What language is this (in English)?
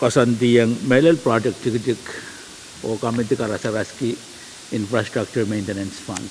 Pohnpeian